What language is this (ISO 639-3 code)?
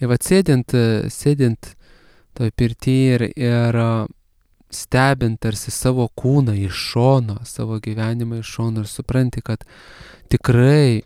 lit